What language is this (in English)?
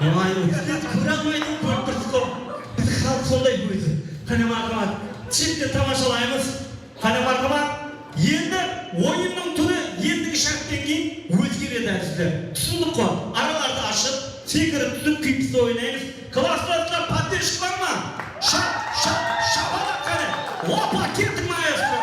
Kara-Kalpak